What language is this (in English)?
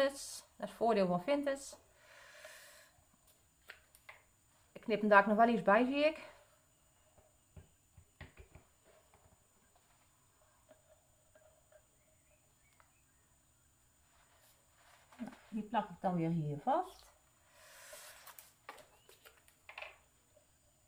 Dutch